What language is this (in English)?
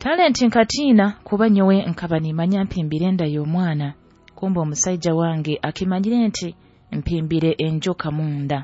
Nyoro